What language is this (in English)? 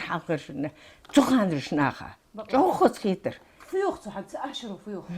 Ingush